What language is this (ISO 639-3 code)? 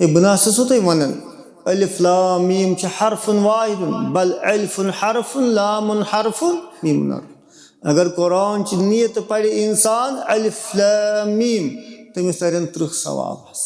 kas